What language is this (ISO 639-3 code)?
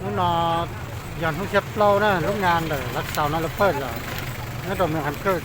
hmn